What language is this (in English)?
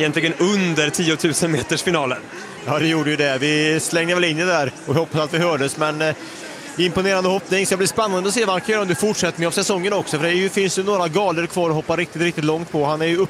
Swedish